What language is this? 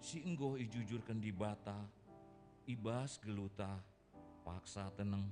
Batak Karo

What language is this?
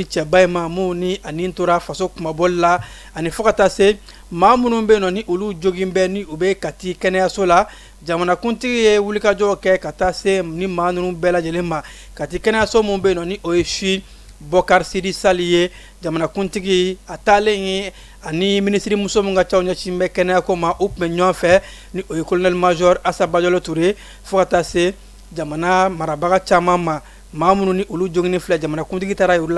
Bambara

